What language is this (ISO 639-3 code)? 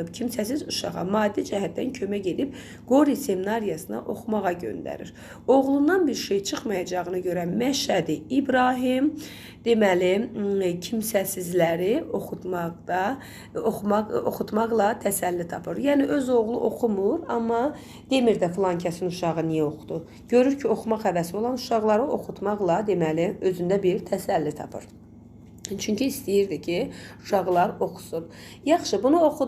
aze